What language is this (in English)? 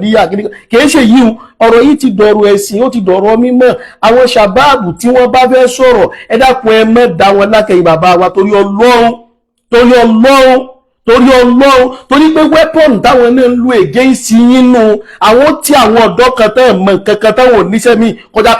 Yoruba